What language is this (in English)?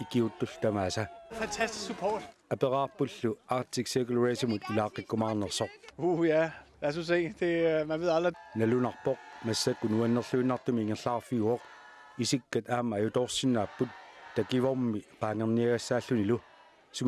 Kalaallisut